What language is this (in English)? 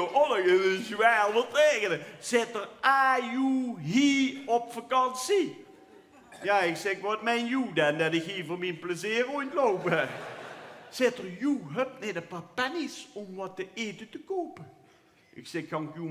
Limburgish